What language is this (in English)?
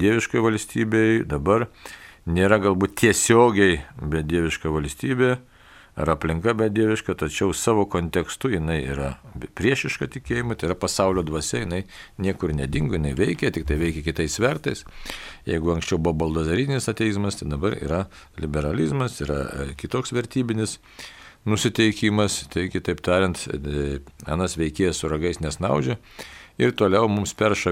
Lithuanian